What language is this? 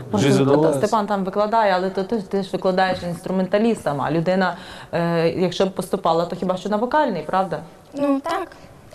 Ukrainian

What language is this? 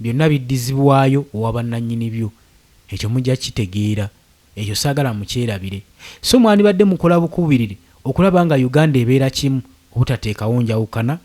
Ganda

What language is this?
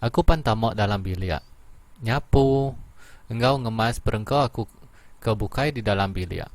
Iban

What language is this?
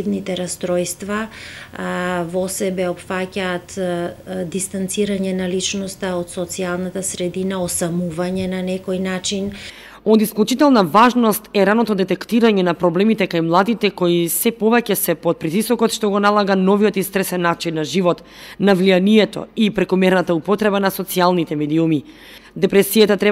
Macedonian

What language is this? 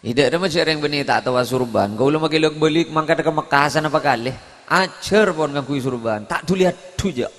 Madurese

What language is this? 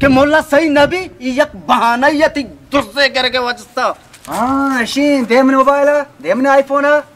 Baluchi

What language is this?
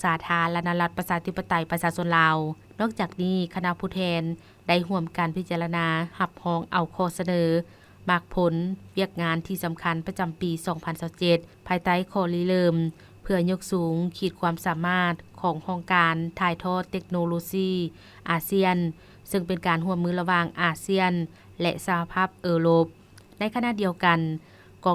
Lao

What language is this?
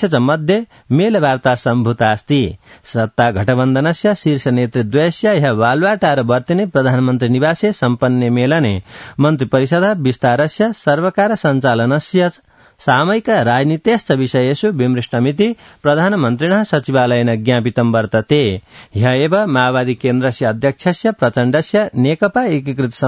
Sanskrit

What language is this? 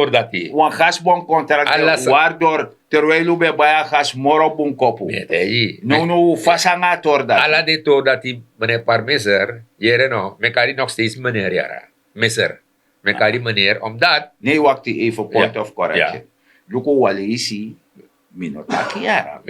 Sranan Tongo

